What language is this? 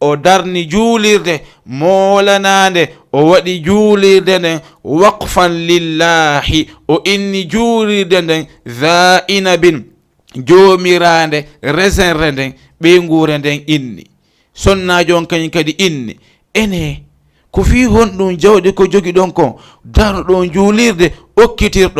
Fula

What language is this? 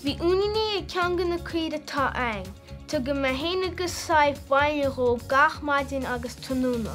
Irish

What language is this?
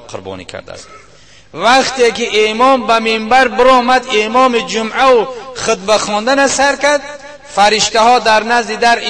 Tajik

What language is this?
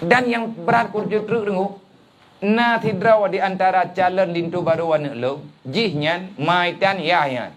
Achinese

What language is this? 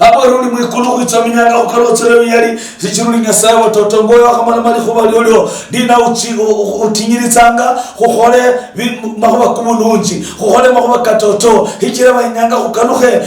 Luyia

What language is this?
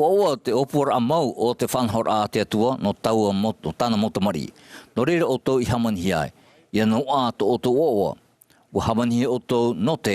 Tahitian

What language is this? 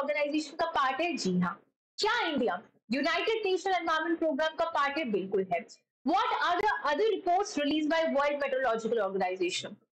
Hindi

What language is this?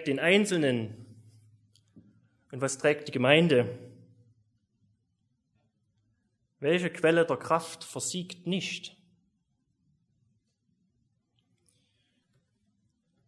German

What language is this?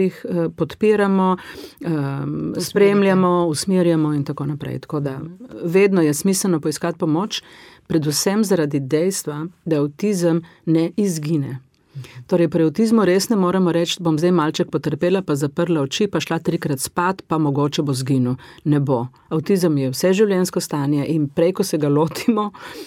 Slovenian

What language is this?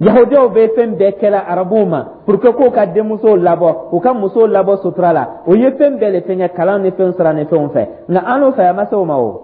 Dyula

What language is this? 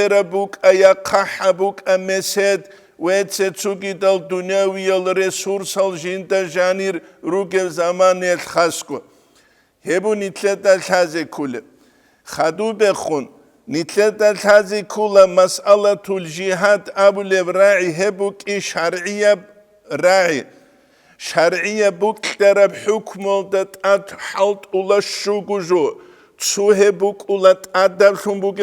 Avaric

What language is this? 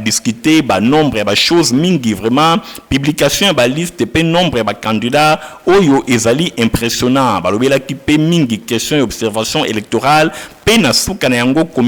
Lingala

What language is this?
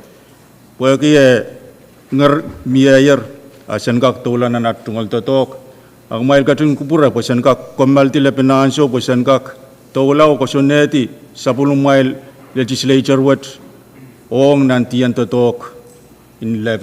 Pohnpeian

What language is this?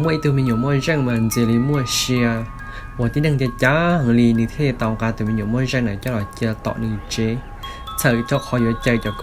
Hmong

